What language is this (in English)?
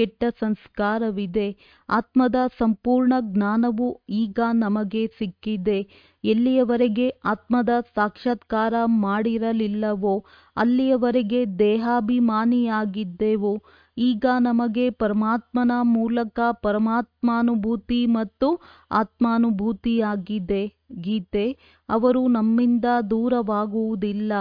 Kannada